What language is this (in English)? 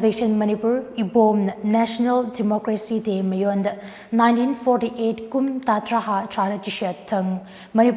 Tangkhul Naga (India)